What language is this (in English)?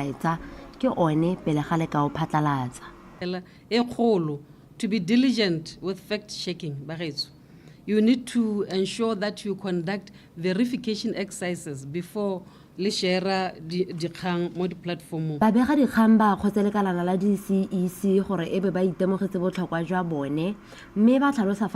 Tswana